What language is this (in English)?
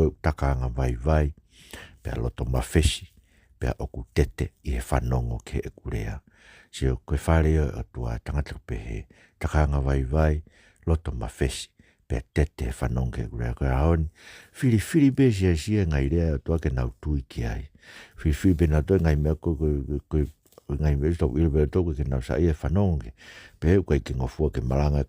Tongan